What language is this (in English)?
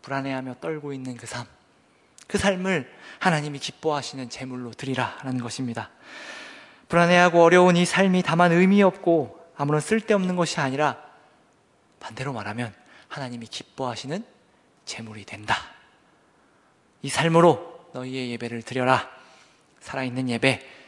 Korean